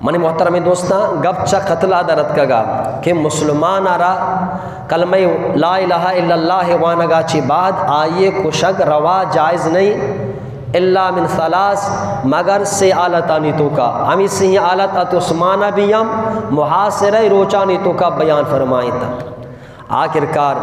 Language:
Eastern Balochi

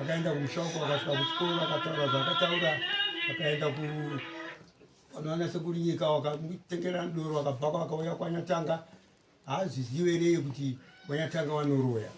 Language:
Shona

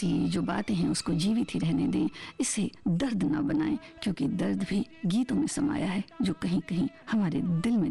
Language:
Hindi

